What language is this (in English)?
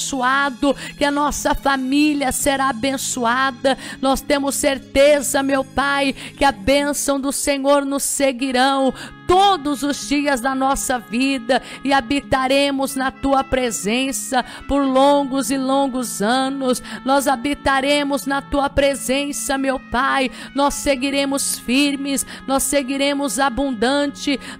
Portuguese